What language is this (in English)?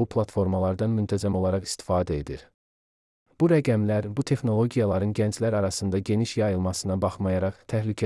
Azerbaijani